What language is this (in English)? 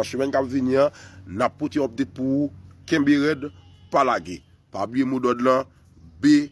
Haitian Creole